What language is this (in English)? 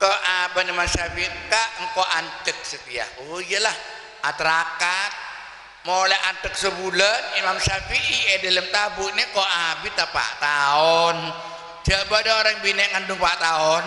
Madurese